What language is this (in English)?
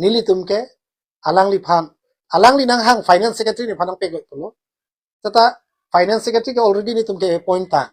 Karbi